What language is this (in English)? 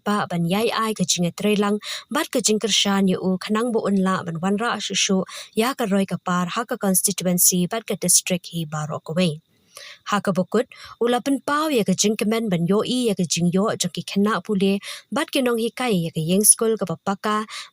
Khasi